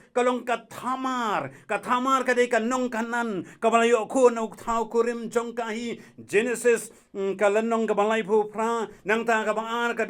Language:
Khasi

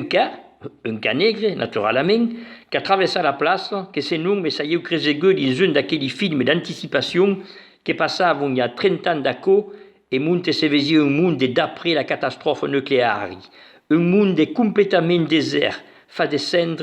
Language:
Occitan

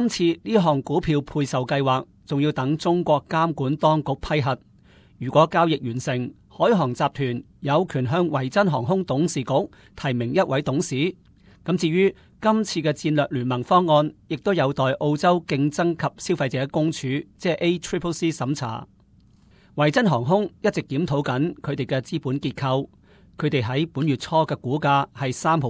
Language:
Cantonese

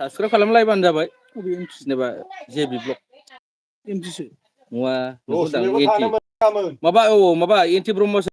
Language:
Bodo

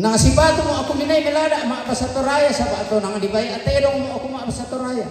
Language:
Toraja-Sa'dan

